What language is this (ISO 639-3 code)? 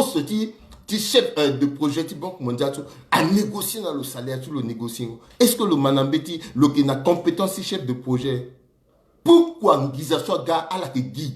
sag